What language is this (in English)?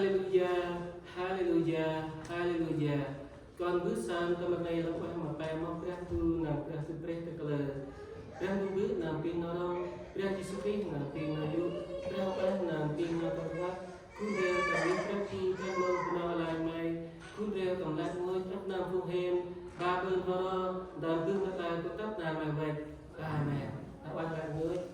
Central Mnong